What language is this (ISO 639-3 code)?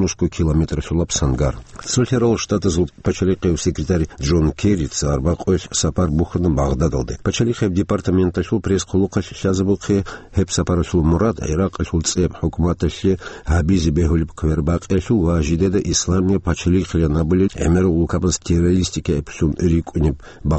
ava